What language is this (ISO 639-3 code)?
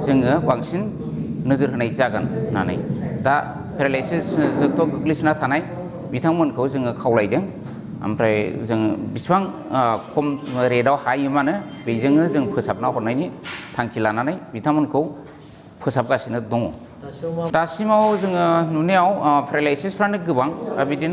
brx